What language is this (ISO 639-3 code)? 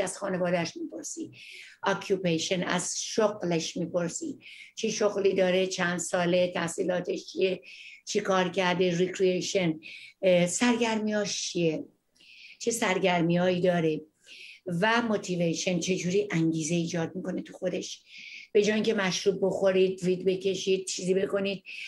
fas